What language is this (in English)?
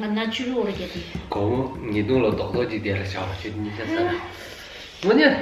Tibetan